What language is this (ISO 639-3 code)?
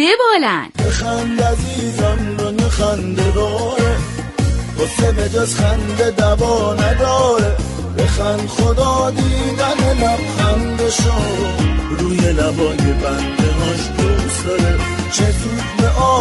fas